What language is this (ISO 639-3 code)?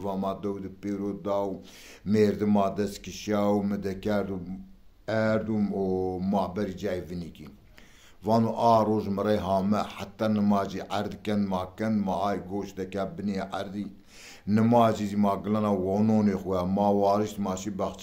zza